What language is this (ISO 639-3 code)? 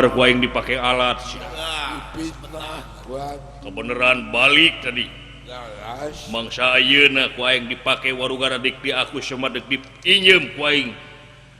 sun